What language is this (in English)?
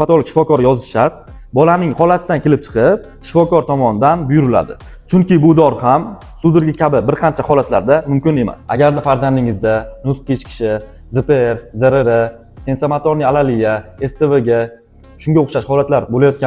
Uzbek